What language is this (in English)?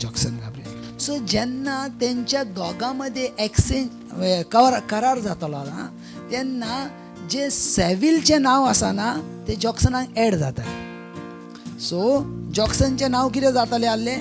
Konkani